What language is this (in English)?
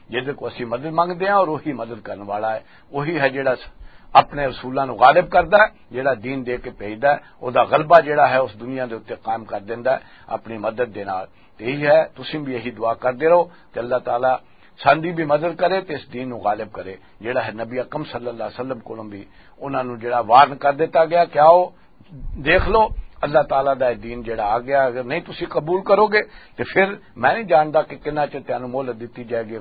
Western Panjabi